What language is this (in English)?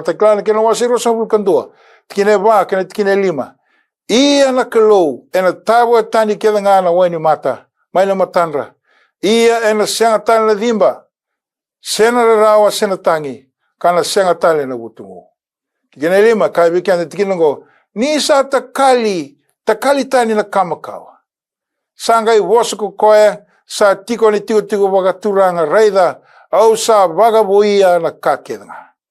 Fijian